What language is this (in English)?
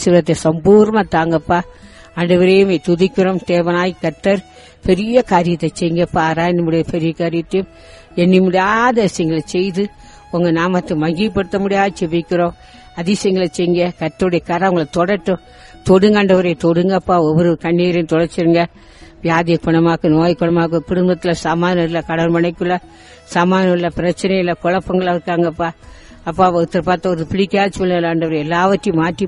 Tamil